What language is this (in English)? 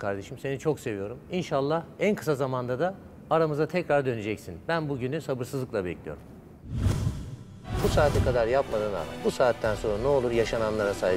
Turkish